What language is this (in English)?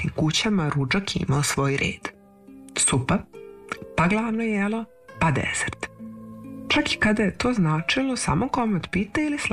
Serbian